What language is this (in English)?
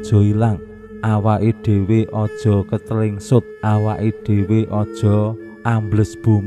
Javanese